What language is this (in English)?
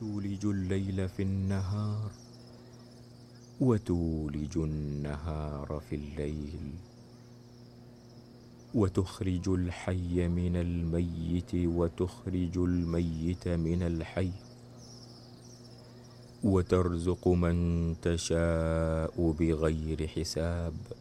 Arabic